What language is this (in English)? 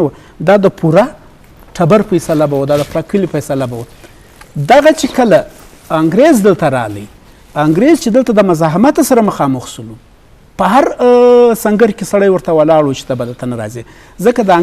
Eastern Balochi